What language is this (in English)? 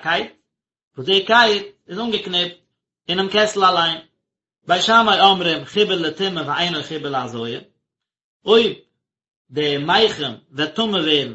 Yiddish